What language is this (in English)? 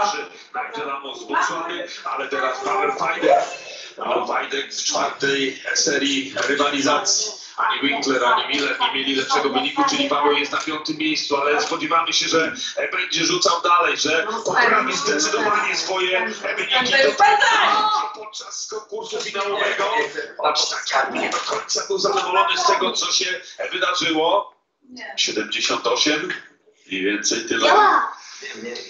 Polish